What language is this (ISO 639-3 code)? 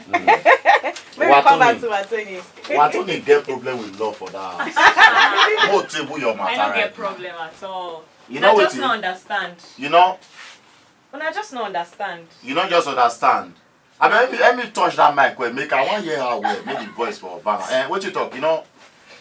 pcm